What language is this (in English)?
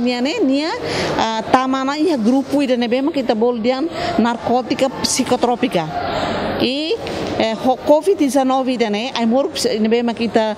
Tetum